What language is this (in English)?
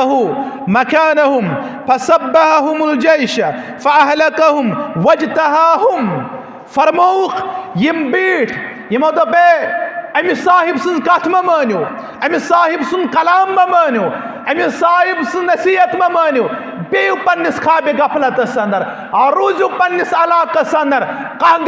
Kashmiri